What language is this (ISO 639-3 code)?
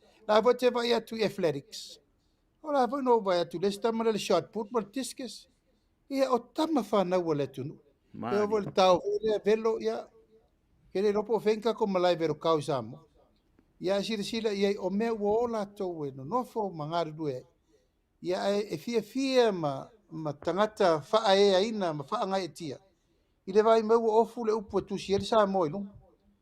smo